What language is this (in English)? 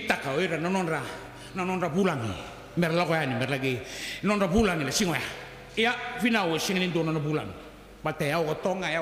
Fijian